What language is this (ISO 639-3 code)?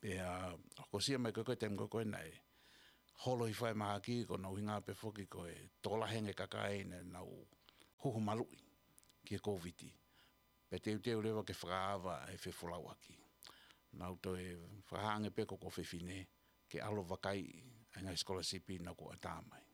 ton